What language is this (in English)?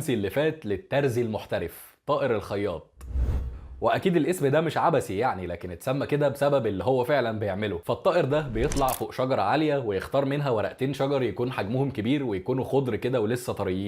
Egyptian Arabic